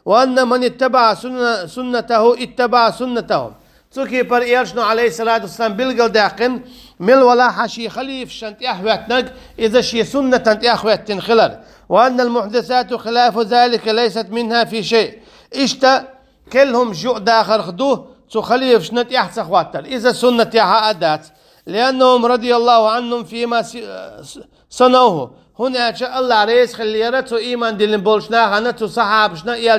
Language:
Chechen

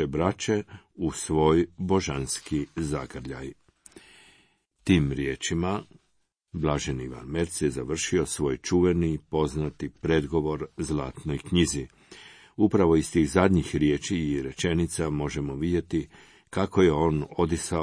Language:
Croatian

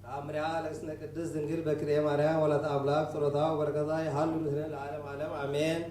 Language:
Geez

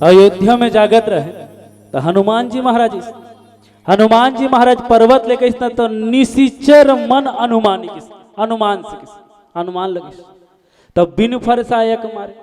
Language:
Chhattisgarhi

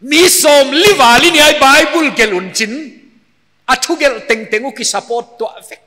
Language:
Paite Chin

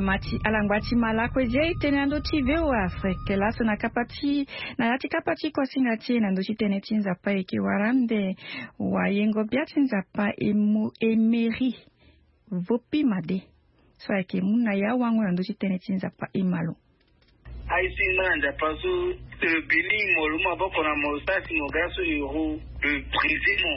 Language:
Sango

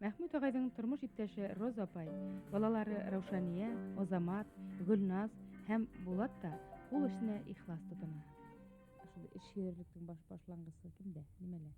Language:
Bashkir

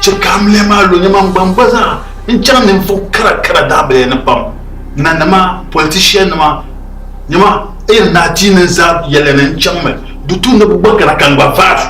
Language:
Dagbani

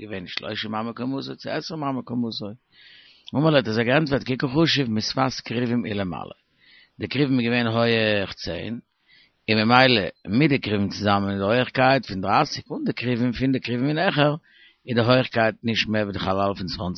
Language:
Yiddish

